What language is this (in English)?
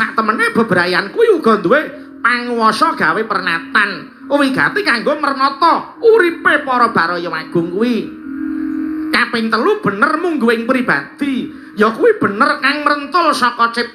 Javanese